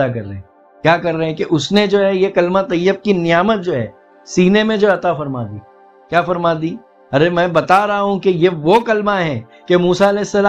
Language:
Urdu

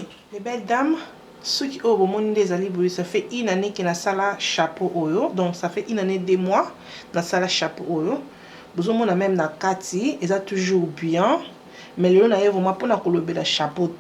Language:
Lingala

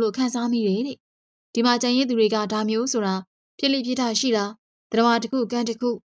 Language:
Burmese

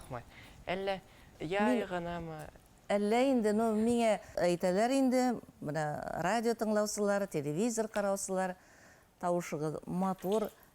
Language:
Bashkir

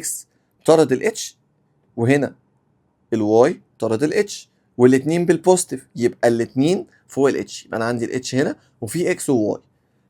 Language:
Egyptian Arabic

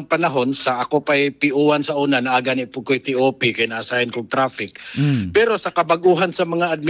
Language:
Cebuano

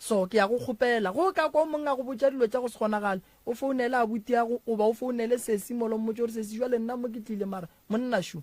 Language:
Northern Sotho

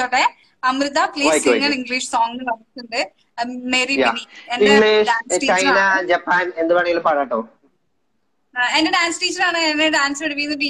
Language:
Malayalam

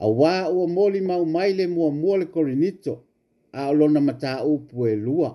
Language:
Samoan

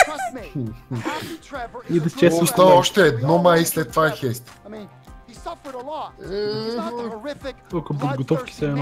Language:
Bulgarian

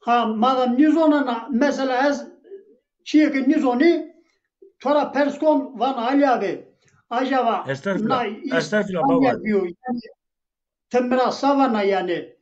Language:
Zaza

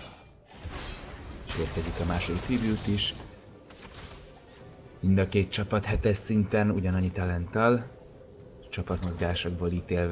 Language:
Hungarian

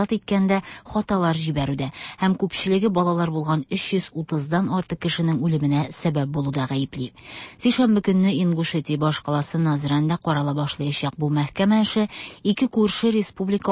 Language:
Tatar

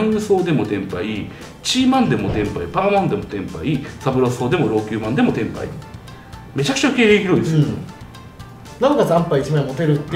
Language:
Japanese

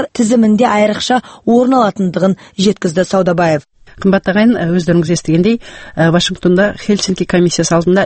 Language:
Kazakh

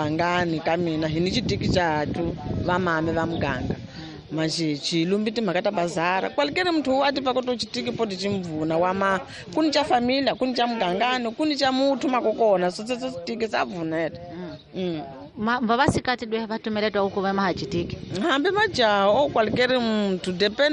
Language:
Tsonga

